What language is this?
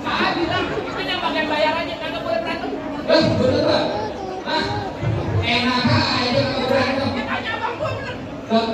Betawi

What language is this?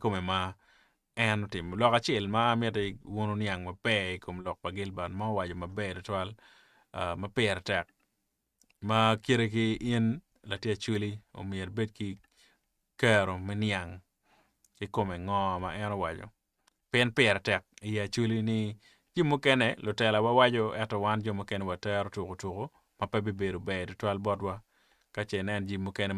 Acoli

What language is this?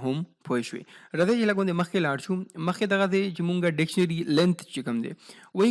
Pashto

